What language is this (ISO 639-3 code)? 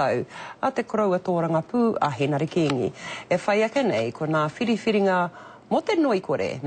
mri